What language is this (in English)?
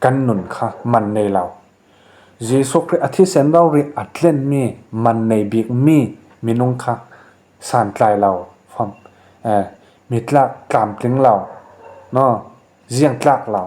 Falam Chin